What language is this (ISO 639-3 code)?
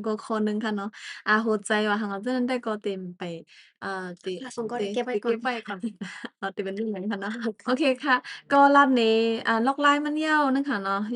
shn